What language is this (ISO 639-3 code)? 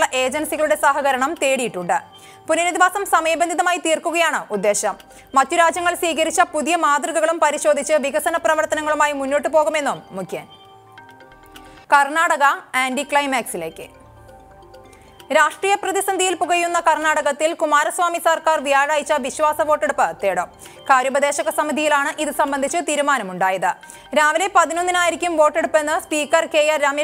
mal